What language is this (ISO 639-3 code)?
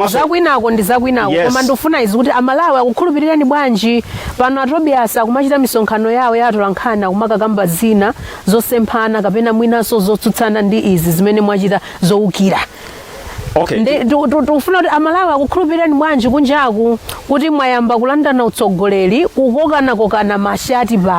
nya